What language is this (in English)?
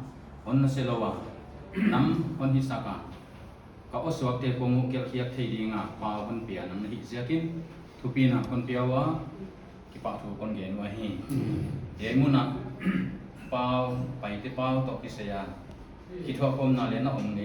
Paite Chin